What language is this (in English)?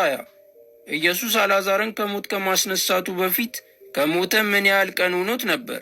Amharic